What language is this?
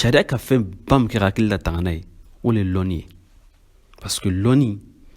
Bambara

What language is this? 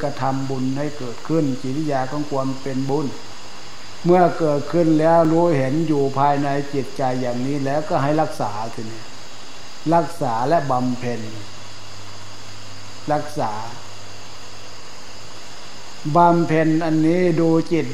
Thai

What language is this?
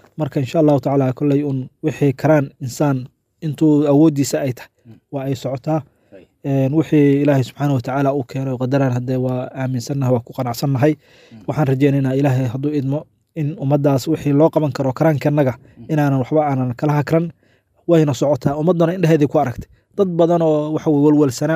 Somali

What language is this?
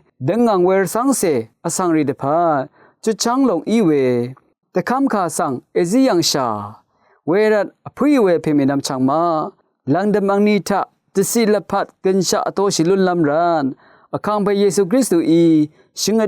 Rawang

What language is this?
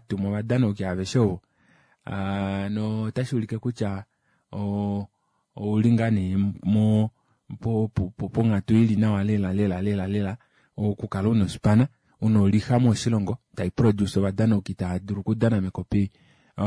Kuanyama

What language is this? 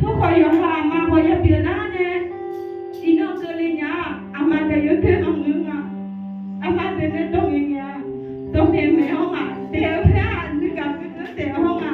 Akha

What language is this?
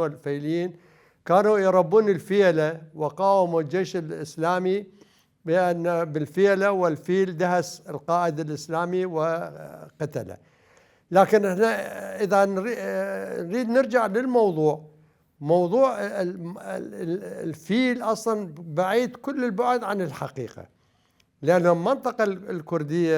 Mesopotamian Arabic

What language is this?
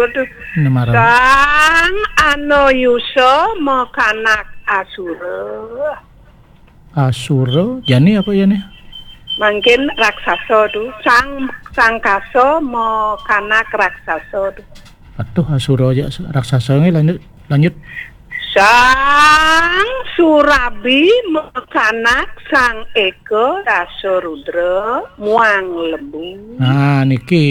Balinese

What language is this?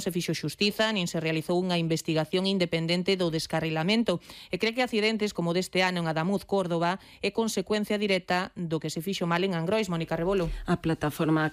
Galician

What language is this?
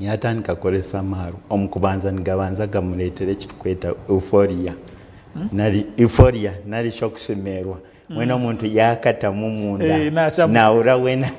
Nyankole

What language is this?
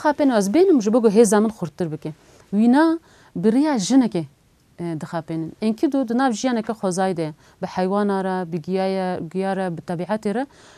Kurdish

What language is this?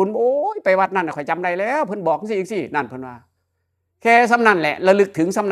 Northeastern Thai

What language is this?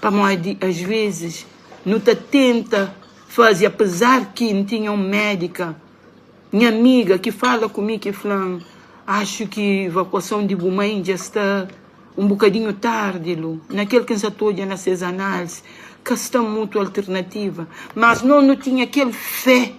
Kabuverdianu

